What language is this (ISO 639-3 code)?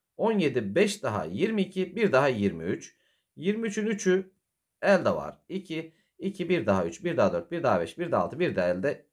tur